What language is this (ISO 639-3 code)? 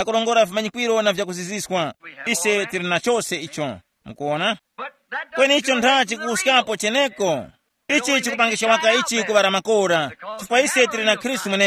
tum